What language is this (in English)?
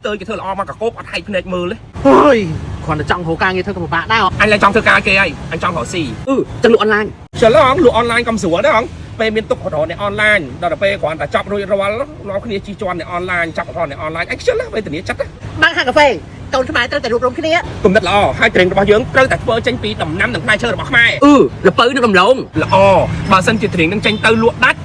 Khmer